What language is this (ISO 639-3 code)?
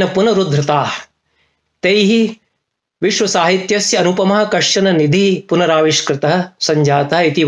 san